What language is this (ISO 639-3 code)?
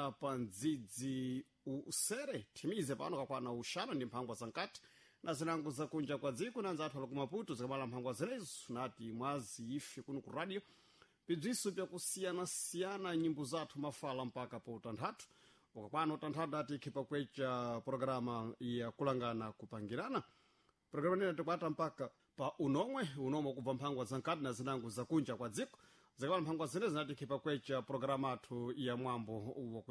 seh